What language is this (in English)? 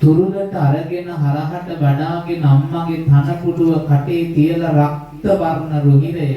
Sinhala